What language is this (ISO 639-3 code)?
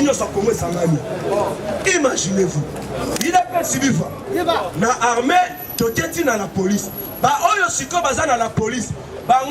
lin